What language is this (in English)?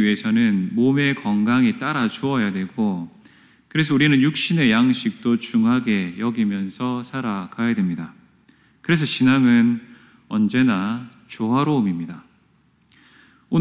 Korean